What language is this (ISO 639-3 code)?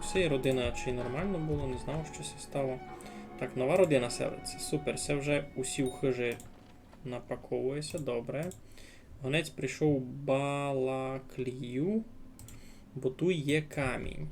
rue